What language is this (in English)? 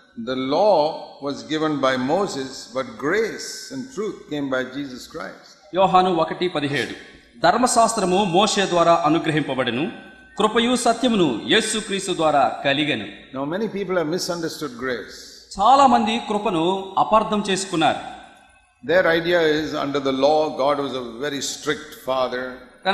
Telugu